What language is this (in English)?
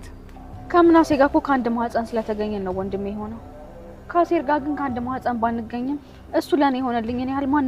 Amharic